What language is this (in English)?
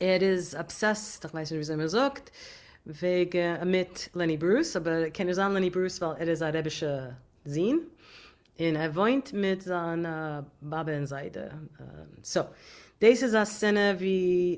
Yiddish